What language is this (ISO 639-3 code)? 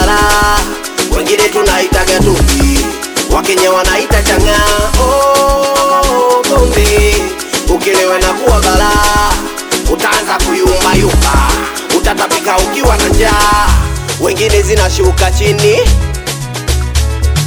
swa